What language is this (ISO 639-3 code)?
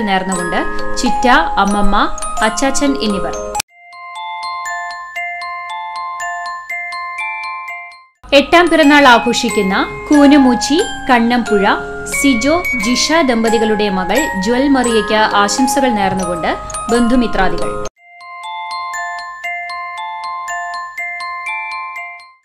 mal